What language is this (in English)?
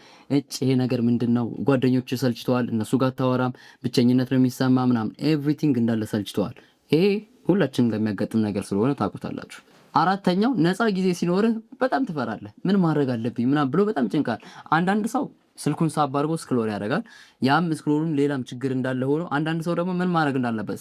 Amharic